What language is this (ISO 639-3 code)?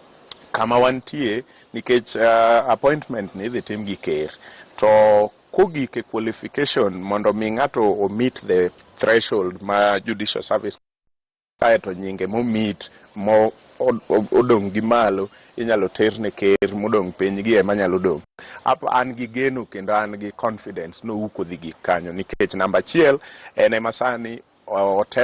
luo